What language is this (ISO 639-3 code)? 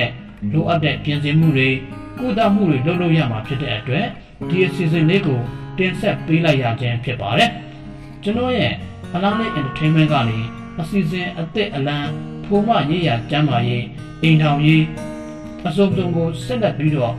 mya